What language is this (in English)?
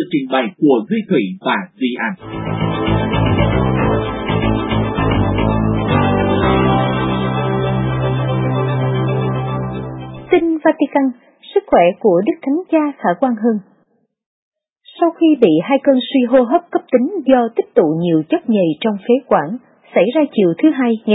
Vietnamese